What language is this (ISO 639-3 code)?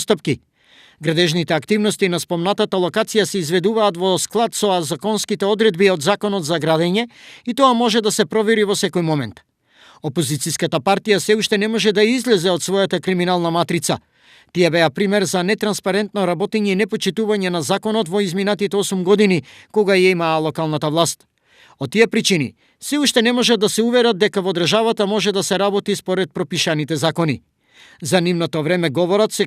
mkd